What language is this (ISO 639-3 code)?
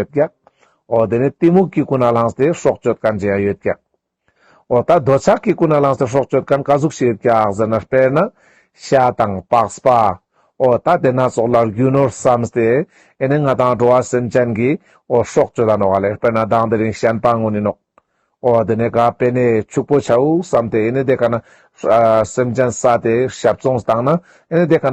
lbj